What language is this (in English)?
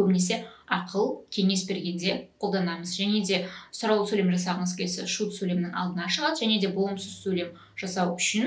Kazakh